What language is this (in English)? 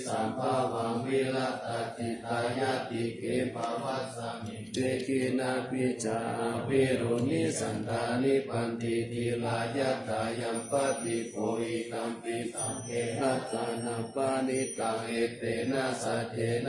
Pali